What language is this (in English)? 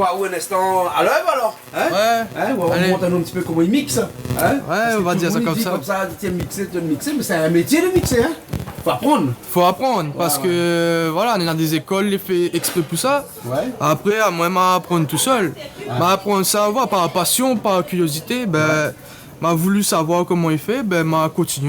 Réunion Creole French